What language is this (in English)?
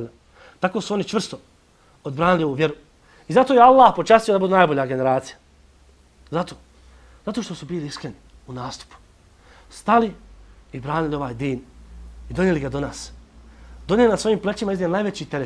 Bosnian